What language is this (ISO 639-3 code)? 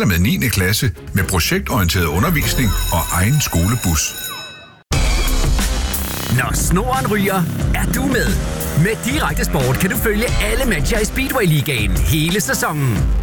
dan